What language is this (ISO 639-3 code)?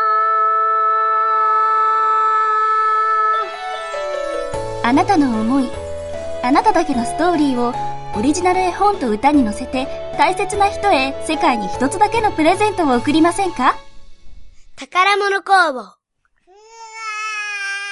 jpn